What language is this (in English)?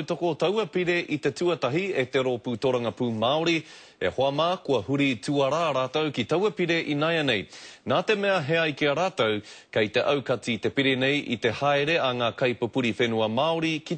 Māori